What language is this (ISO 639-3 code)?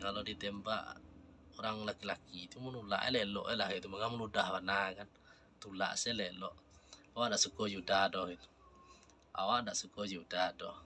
min